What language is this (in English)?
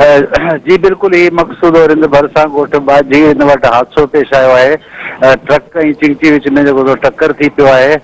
Sindhi